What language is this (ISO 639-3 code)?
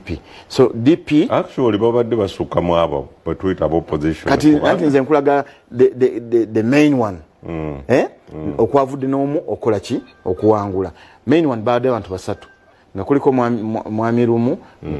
lug